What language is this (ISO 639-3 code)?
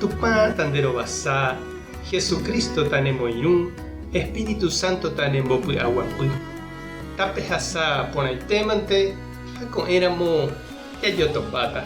grn